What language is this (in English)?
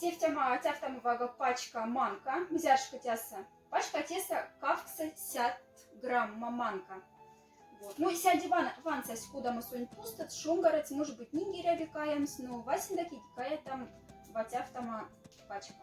Moksha